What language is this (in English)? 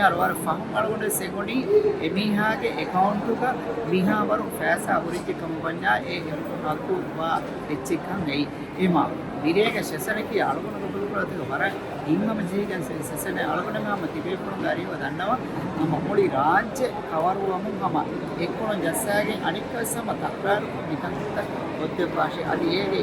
Divehi